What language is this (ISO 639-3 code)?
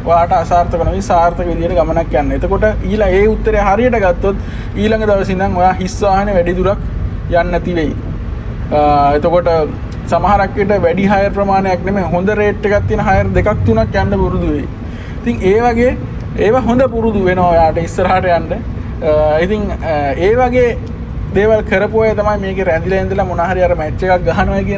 sin